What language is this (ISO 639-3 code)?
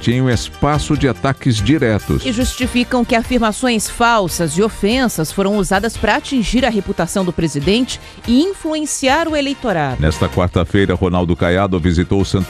por